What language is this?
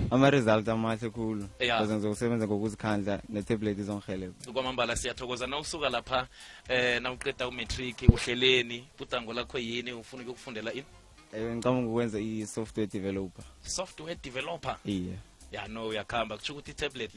South Ndebele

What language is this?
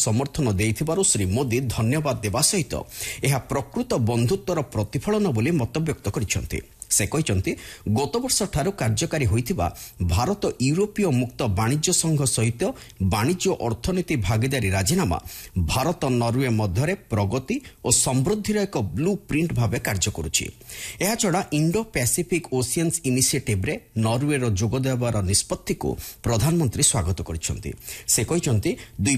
Odia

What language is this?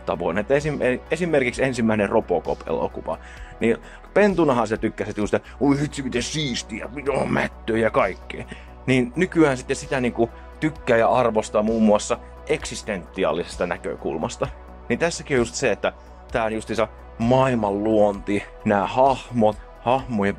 Finnish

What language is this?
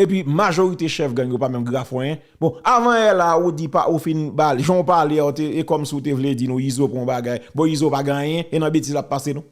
Haitian Creole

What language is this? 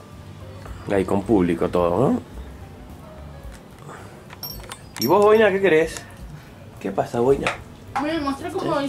Spanish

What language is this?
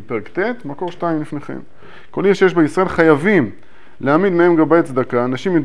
Hebrew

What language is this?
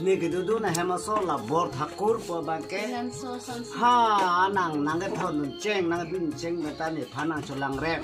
Karbi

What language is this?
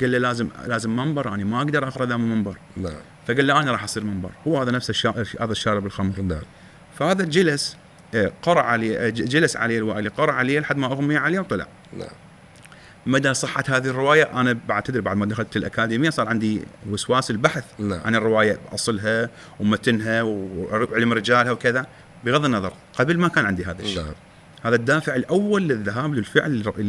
Mesopotamian Arabic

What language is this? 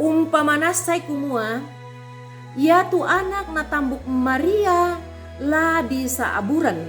Toraja-Sa'dan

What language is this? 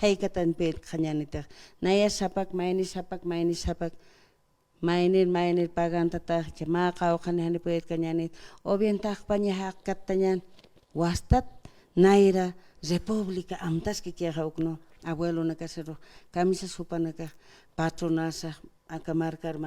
Aymara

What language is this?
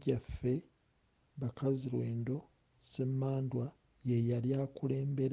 Ganda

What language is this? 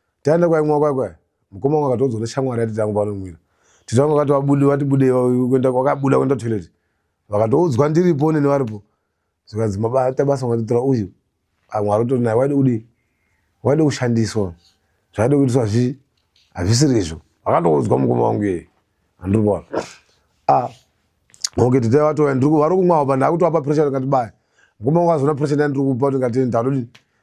Shona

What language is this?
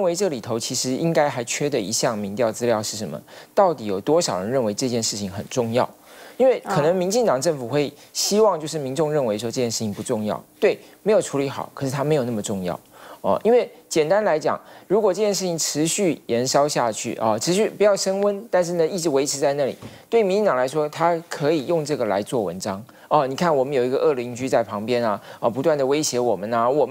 Chinese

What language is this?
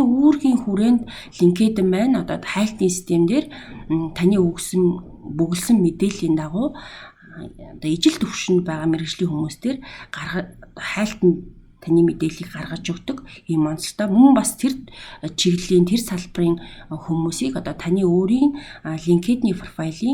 Mongolian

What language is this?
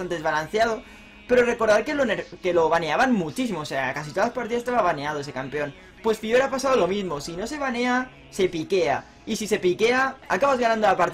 Spanish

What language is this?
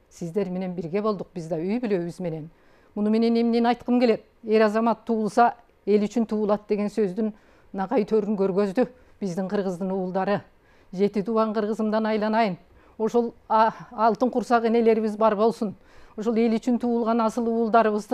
Kyrgyz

